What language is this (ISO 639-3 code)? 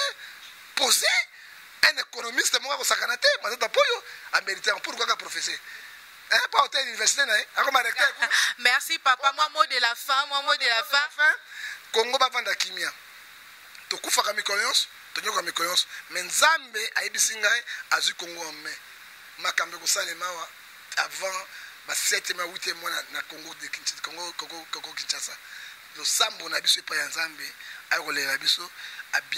lin